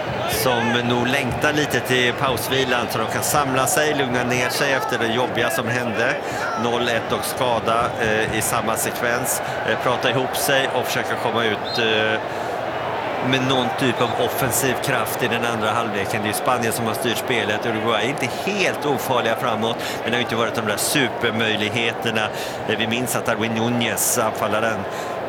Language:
Swedish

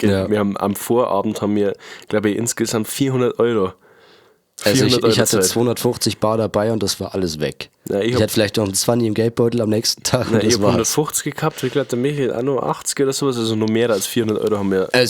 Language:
Bavarian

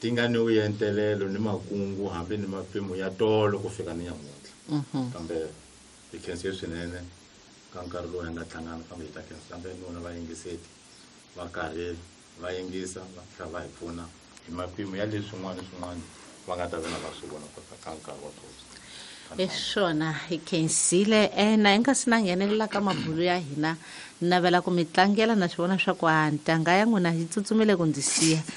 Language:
Tsonga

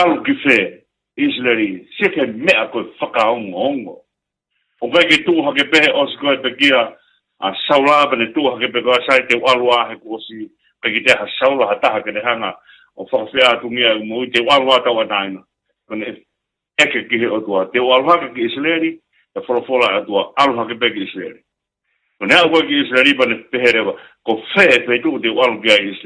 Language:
Tongan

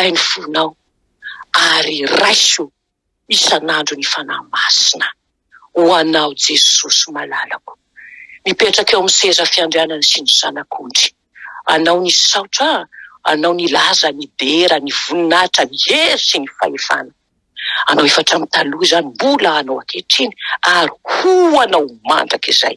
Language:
Malagasy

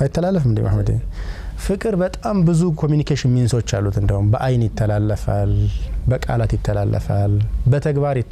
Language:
Amharic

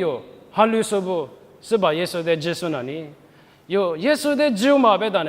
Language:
Lisu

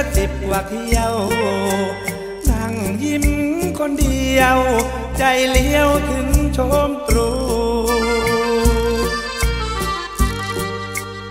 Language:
Thai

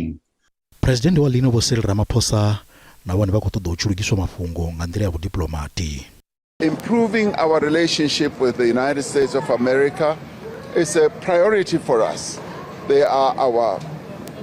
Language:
Venda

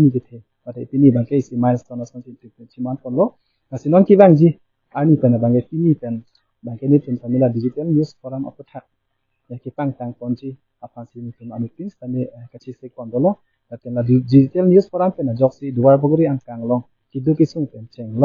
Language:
Karbi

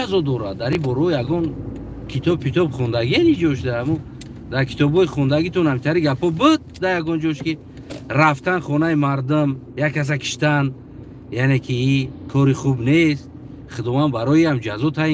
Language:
Tajik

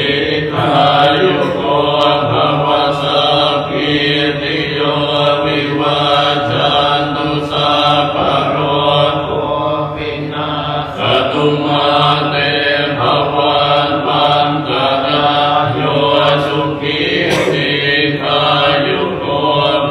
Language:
Pali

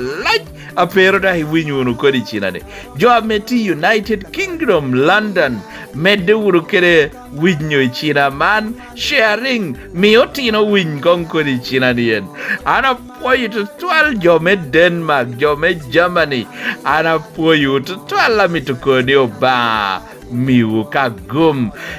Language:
Lango (Uganda)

